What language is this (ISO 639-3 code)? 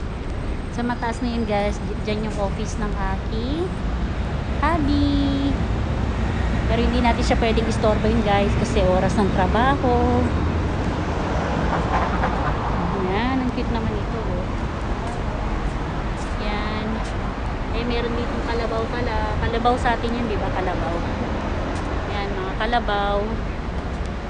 fil